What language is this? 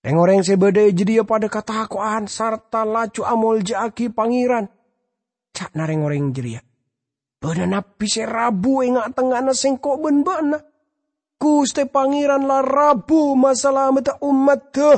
Madurese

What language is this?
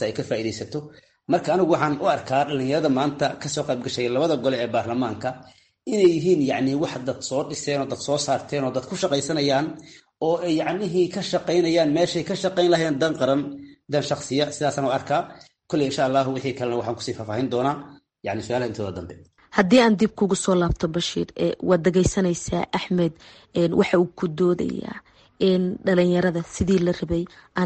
Somali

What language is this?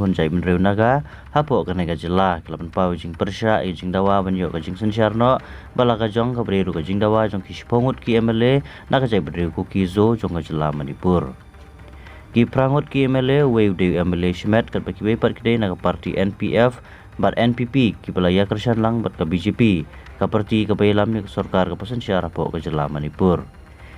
Khasi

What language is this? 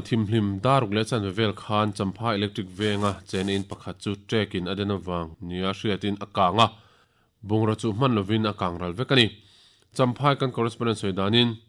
Mizo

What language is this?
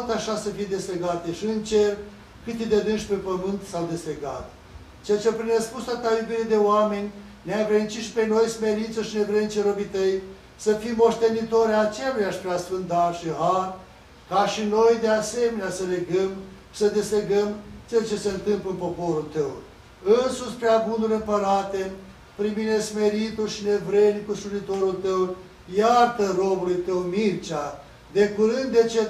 Romanian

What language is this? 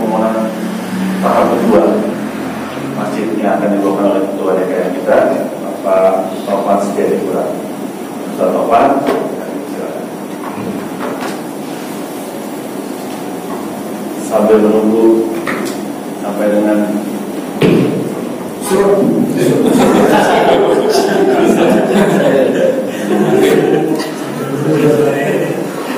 Indonesian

